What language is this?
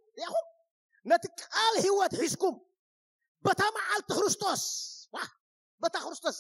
Tigrinya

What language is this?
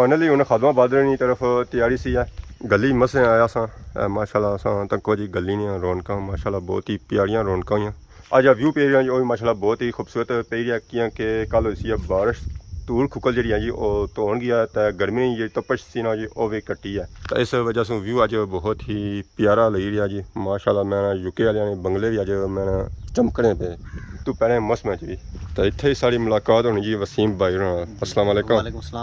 Pahari-Potwari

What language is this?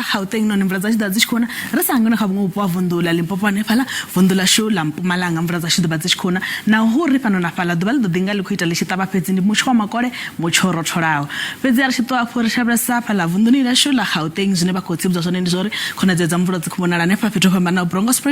Venda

